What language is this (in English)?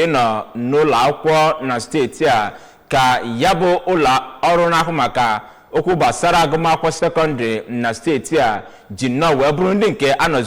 Igbo